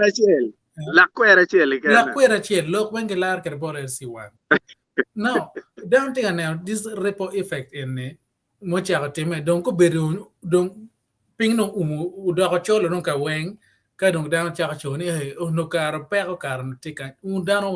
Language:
Acoli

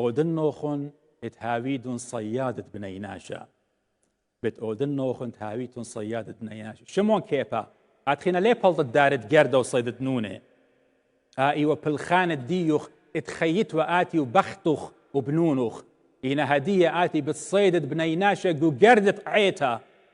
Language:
Assyrian Neo-Aramaic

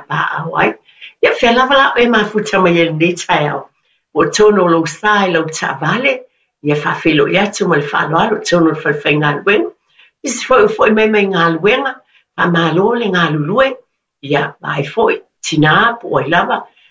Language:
Samoan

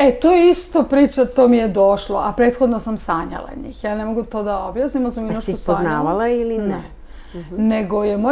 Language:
Serbian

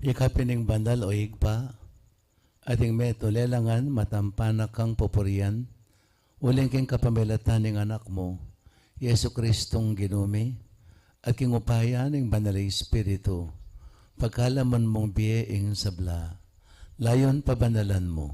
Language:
Pampanga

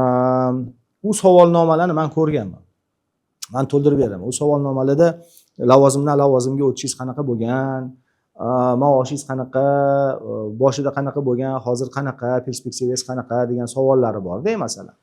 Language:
Uzbek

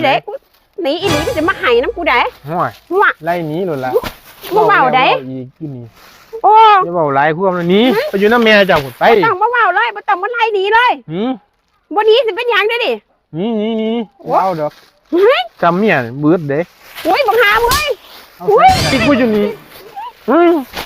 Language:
Northeastern Thai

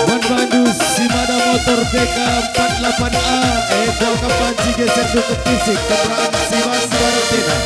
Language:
Batak Karo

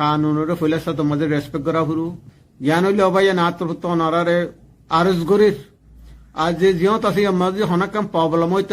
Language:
Rohingya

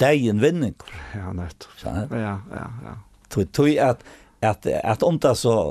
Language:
Faroese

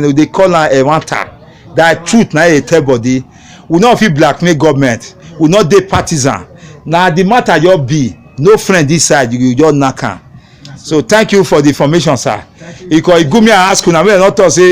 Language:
Nigerian Pidgin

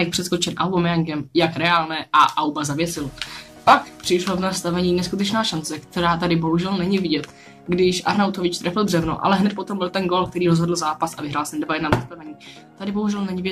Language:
Czech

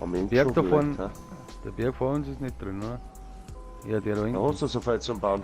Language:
Bavarian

